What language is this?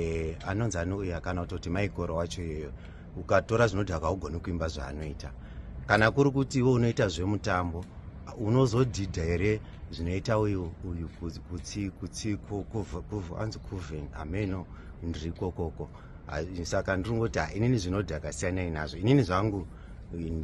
Shona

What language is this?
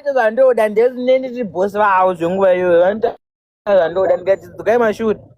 Shona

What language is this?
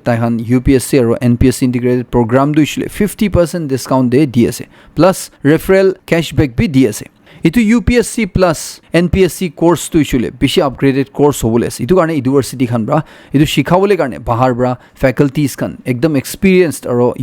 Naga Pidgin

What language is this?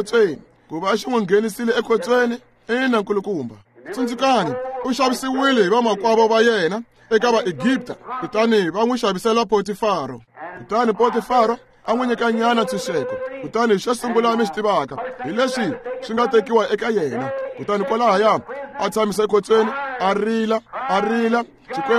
Tsonga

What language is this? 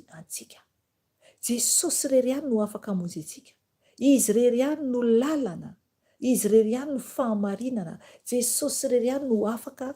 Malagasy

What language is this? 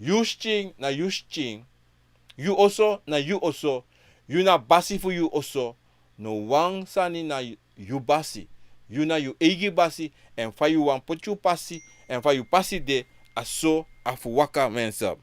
Sranan Tongo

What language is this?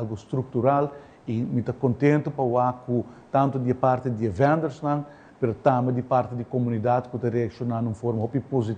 Papiamento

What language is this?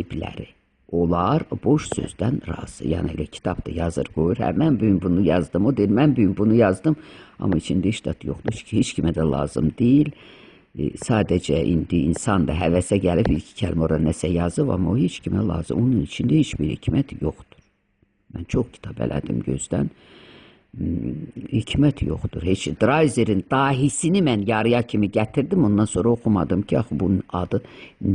Azerbaijani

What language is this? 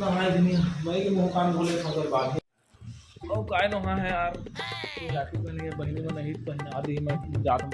Chhattisgarhi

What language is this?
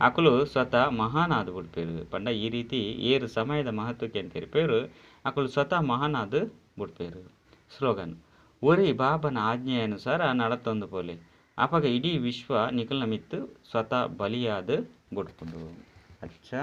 Tulu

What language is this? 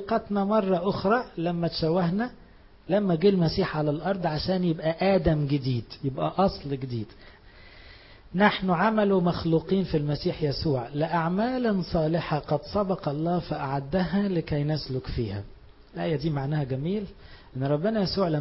Egyptian Arabic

